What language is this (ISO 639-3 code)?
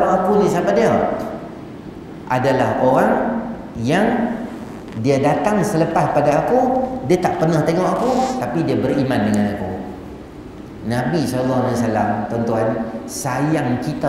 msa